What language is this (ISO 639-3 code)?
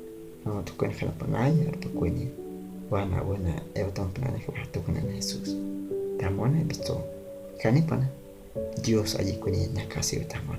guh